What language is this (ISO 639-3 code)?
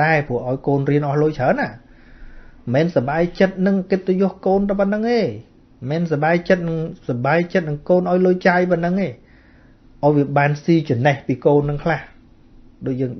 khm